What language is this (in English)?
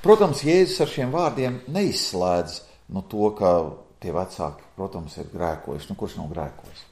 Latvian